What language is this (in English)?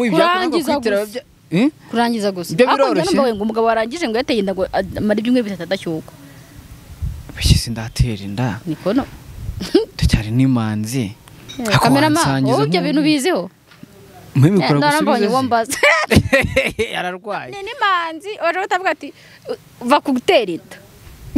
Kinyarwanda